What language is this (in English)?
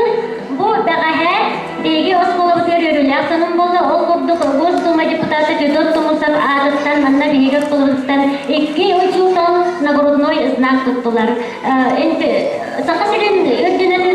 Yakut